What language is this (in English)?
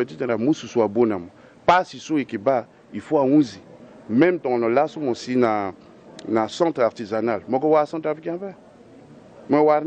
Sango